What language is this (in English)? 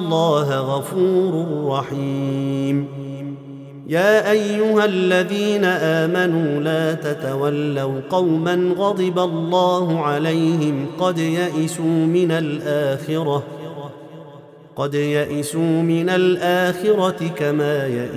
Arabic